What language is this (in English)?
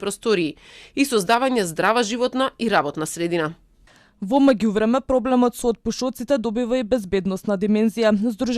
Macedonian